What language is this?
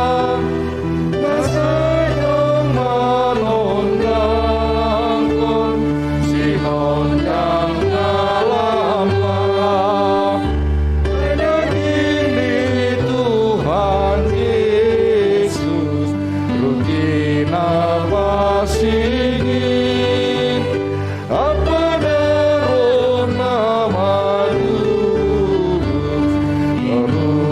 Batak Simalungun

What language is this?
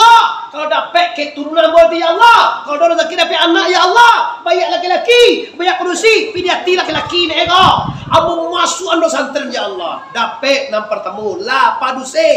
Minangkabau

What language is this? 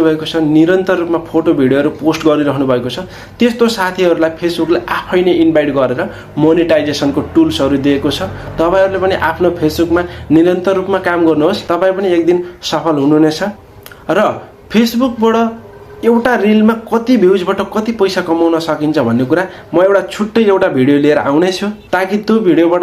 Nepali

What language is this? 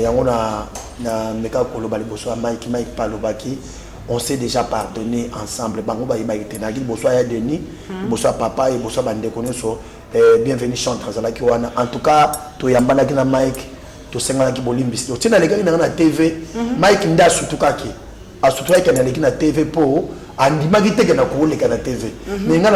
Lingala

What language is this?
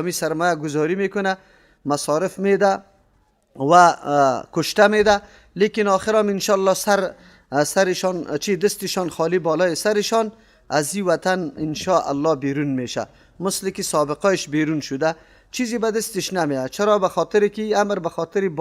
Persian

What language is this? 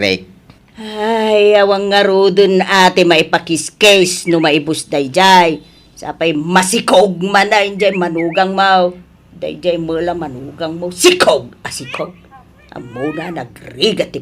Iloko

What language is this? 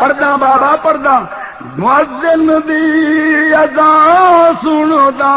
Saraiki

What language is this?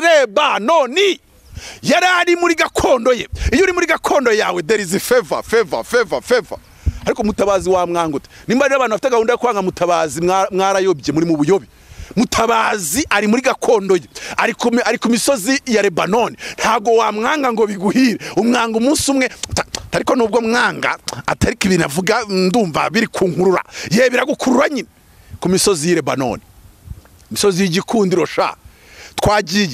Kinyarwanda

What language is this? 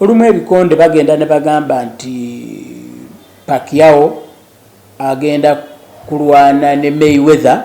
Ganda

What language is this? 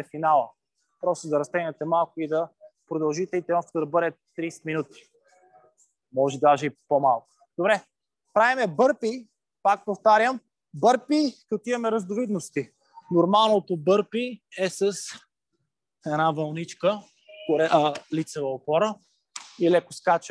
Bulgarian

